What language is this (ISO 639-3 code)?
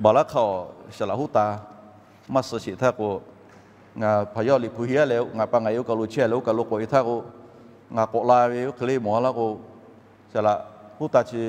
lhu